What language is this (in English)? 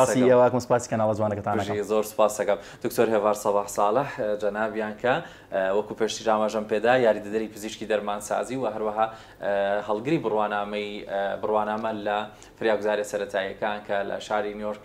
Central Kurdish